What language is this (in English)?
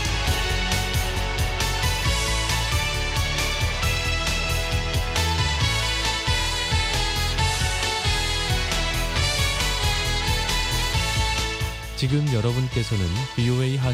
Korean